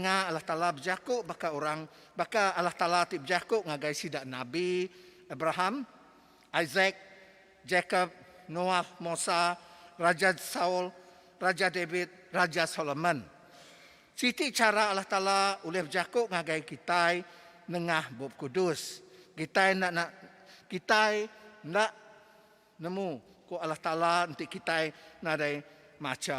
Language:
Iban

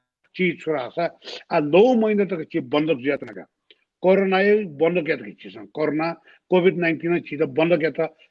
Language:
Newari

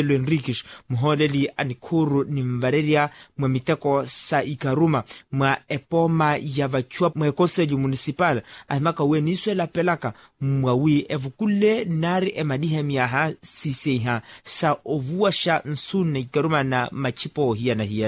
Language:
Makhuwa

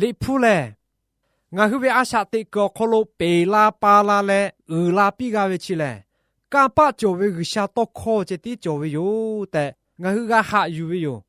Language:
Lahu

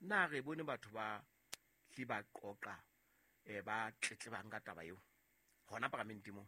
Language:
Southern Sotho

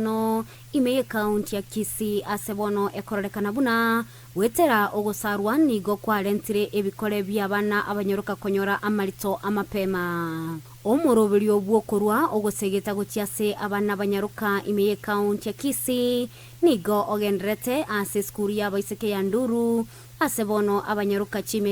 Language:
Gusii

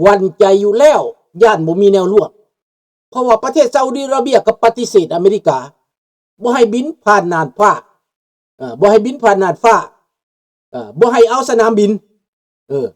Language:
Lao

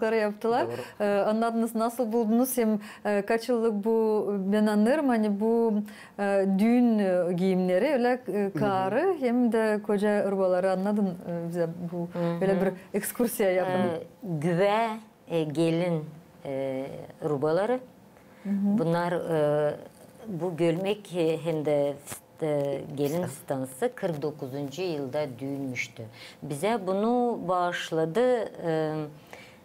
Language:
Gagauz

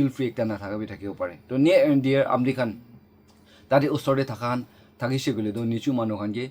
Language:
Naga Pidgin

